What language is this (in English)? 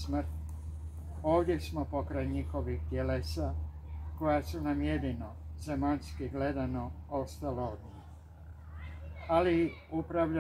Croatian